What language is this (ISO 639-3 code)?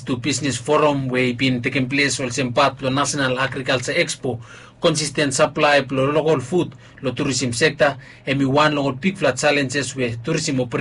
bis